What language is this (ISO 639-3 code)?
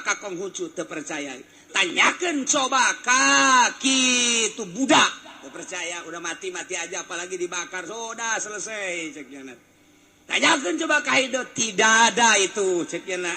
sun